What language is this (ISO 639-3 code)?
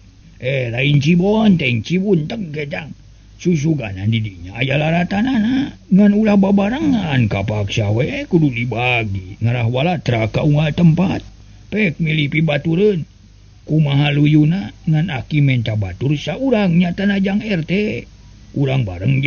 sun